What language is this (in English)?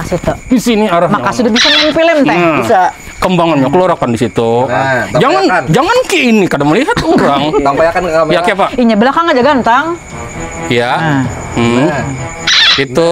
Banjar